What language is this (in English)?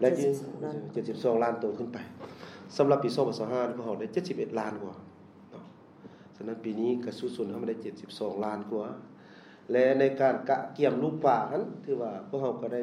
Lao